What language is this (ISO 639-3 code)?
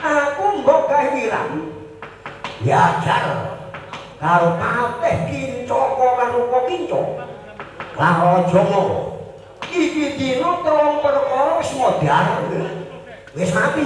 jav